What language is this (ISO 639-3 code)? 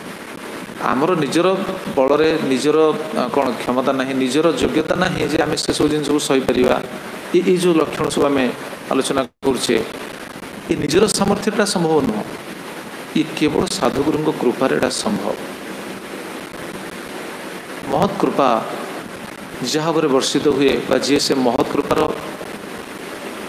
ori